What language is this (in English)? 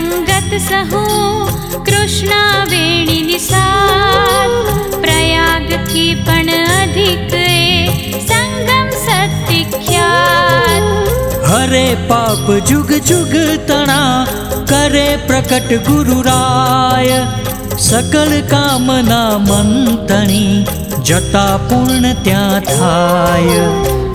Gujarati